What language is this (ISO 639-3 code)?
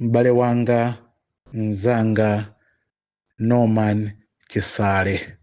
nya